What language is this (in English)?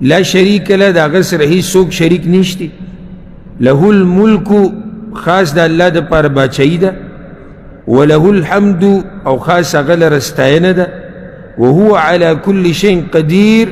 Pashto